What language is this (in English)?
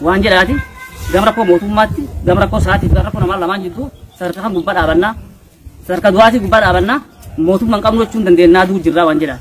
Oromo